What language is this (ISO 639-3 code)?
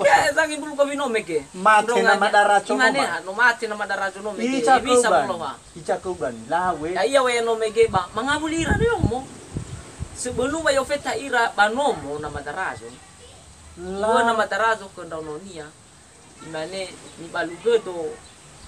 nia